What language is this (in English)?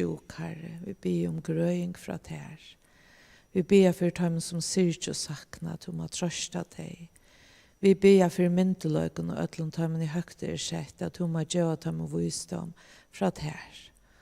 Faroese